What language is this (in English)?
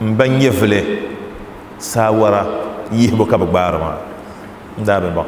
Dagbani